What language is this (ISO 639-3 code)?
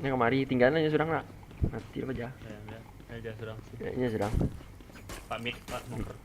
min